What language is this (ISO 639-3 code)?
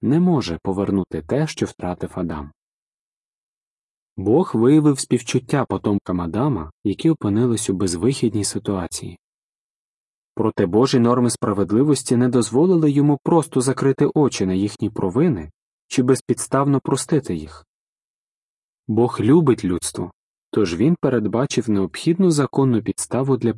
ukr